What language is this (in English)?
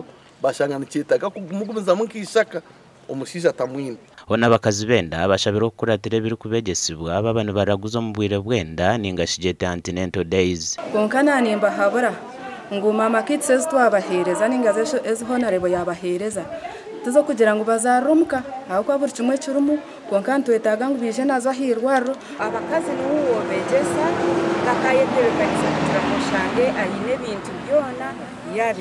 Nyankole